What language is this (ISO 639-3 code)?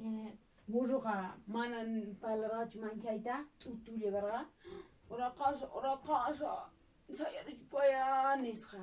que